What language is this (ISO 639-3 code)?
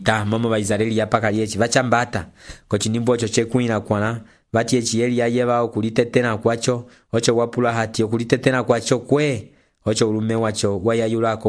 umb